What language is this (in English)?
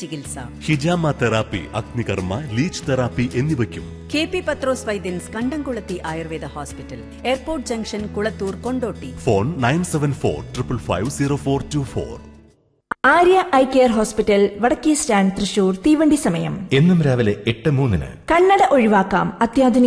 Malayalam